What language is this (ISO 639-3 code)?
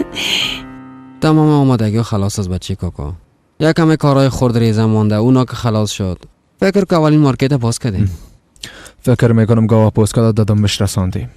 fas